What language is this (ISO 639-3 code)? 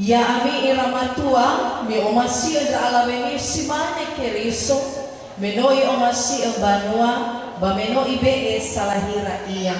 nia